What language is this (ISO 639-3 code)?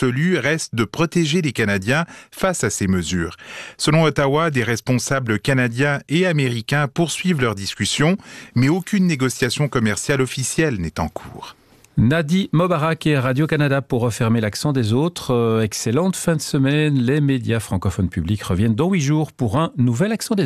fra